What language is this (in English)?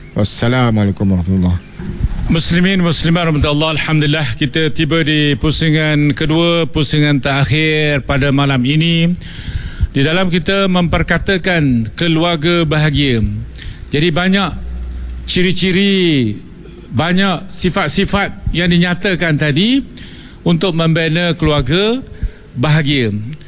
Malay